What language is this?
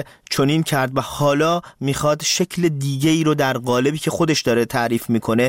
Persian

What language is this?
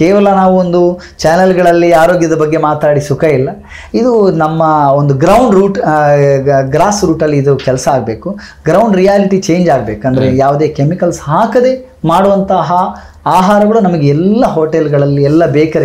Kannada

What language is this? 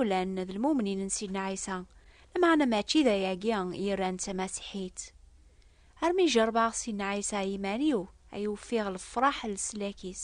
Kabyle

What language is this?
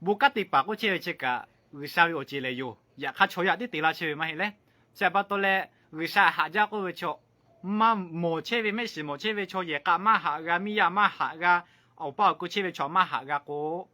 Lahu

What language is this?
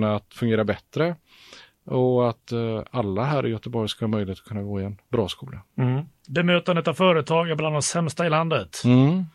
Swedish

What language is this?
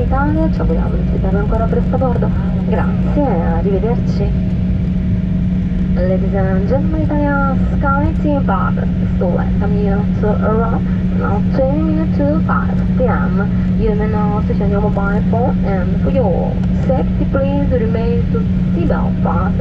Italian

